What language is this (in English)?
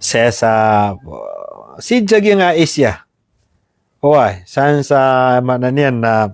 Maranao